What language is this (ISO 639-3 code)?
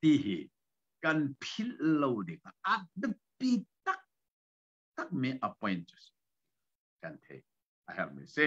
cnh